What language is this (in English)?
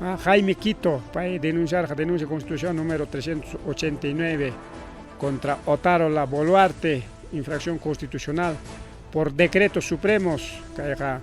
Ayacucho Quechua